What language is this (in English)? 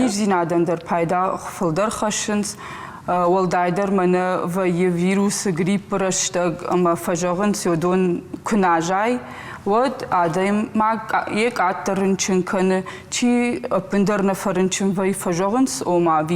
Ossetic